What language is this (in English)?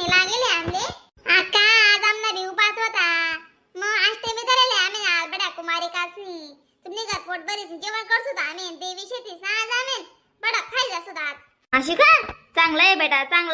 Khandesi